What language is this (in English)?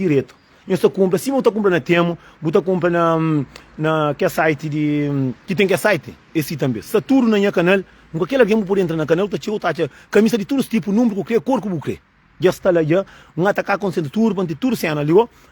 Kabuverdianu